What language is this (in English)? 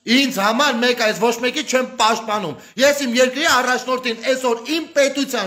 Armenian